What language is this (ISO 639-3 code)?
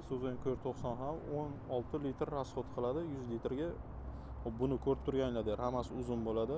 uzb